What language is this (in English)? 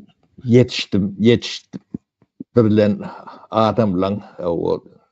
Turkmen